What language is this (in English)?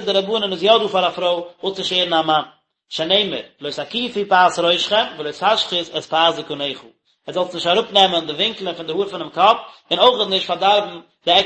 Yiddish